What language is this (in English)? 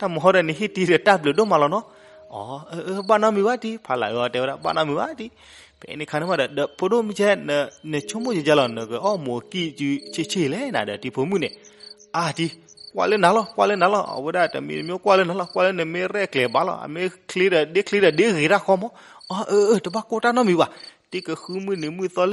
S'gaw Karen